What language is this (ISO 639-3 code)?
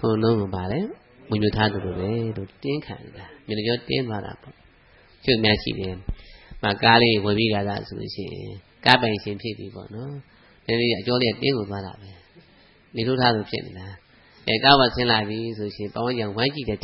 mya